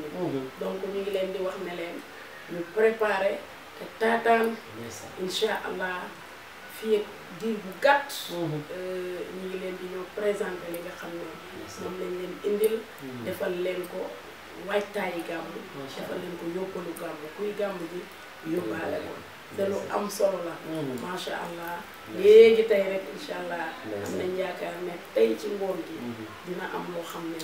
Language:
Wolof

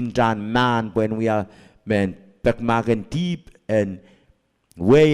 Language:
Pohnpeian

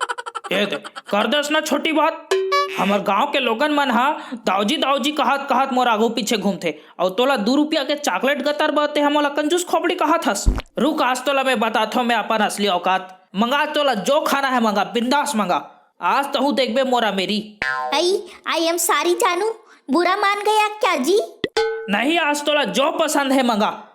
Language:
Chhattisgarhi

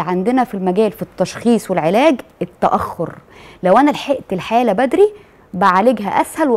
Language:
Egyptian Arabic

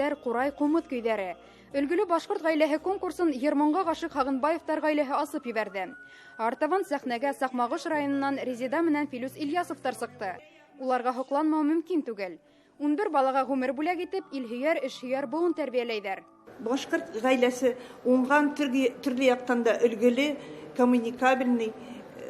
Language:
Bashkir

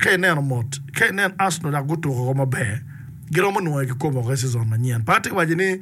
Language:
Acoli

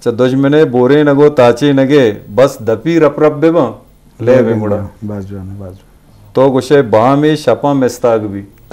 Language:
Eastern Balochi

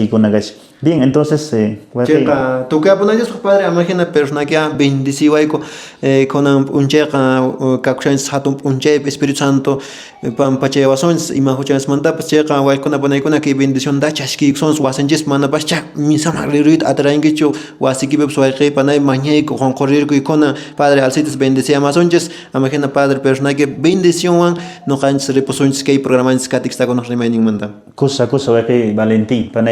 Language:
Quechua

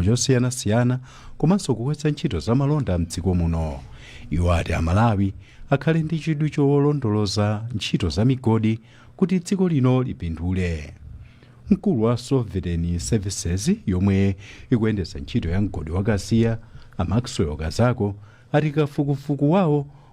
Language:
Nyanja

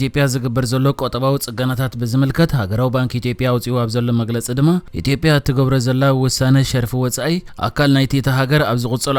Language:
Tigrinya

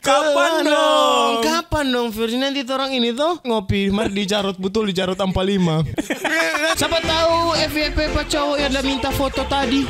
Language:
Manado Malay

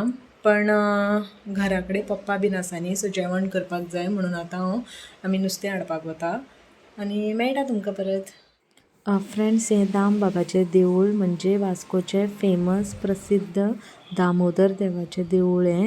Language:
Konkani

